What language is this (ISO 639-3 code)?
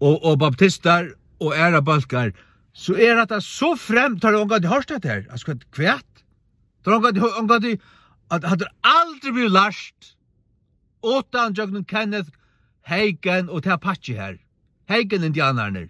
fao